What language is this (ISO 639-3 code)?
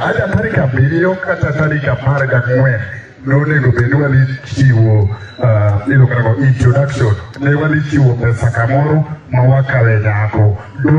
luo